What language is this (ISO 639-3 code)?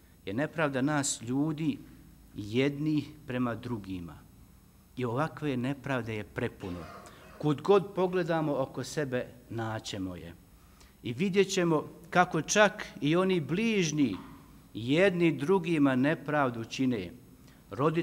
bos